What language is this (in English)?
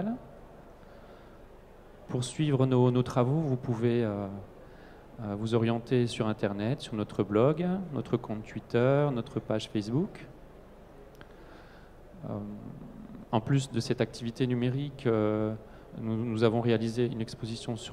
French